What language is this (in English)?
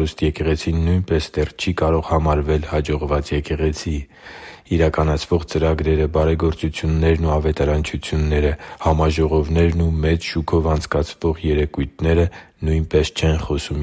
Armenian